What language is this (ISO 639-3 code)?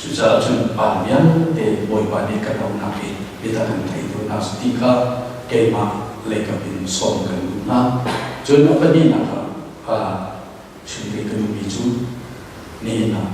cnh